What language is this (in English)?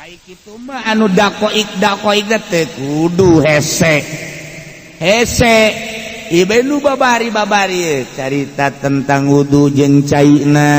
Sundanese